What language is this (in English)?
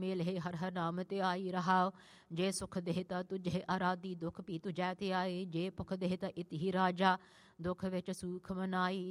Punjabi